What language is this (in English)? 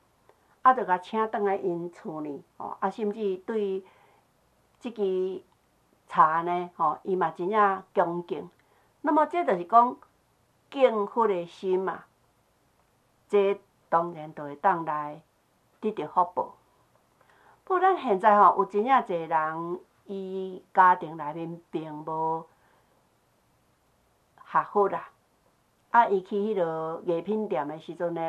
Min Nan Chinese